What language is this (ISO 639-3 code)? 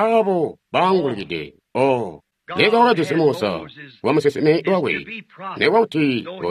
toi